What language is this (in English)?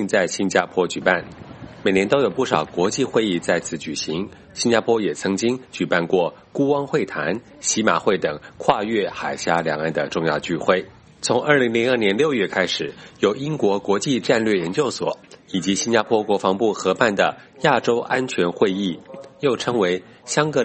Chinese